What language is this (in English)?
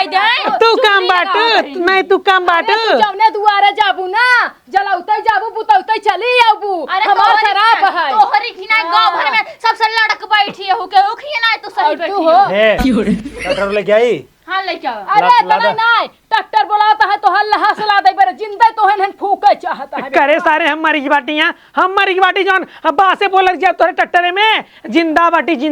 Awadhi